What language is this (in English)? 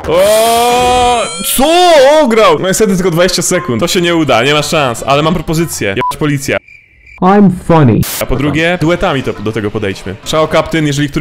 Polish